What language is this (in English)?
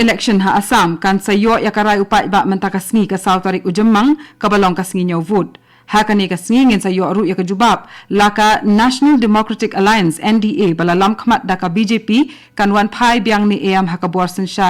Khasi